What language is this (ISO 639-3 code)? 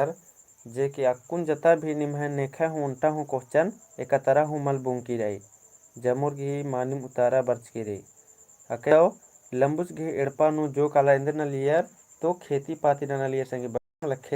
kru